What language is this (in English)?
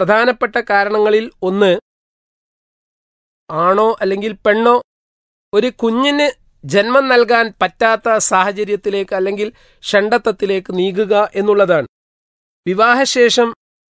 Malayalam